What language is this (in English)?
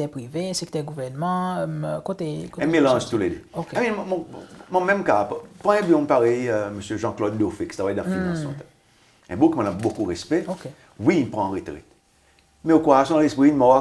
Seselwa Creole French